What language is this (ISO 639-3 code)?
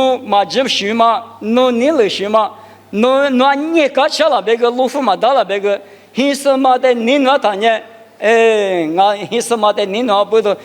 lis